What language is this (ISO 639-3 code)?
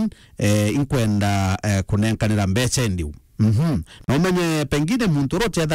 mer